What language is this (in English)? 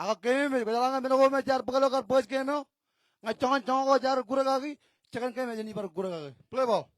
Marshallese